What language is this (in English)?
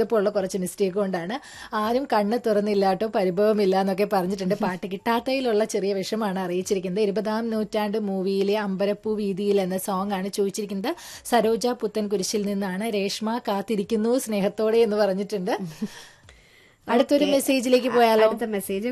Malayalam